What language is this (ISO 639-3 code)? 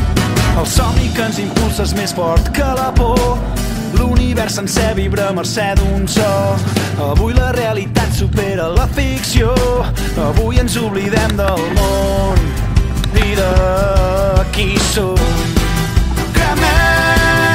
cat